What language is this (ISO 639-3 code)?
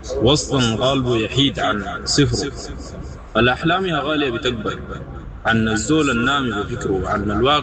apd